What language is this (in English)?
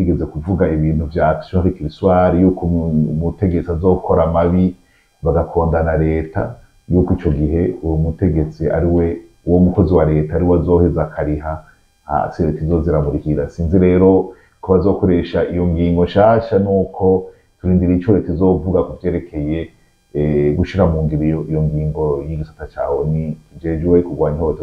Rundi